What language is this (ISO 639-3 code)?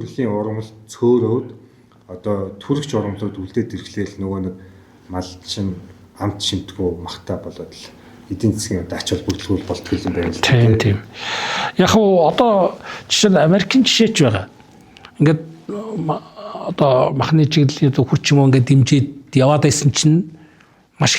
mon